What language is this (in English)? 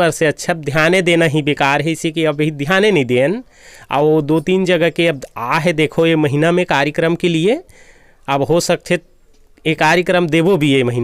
Chhattisgarhi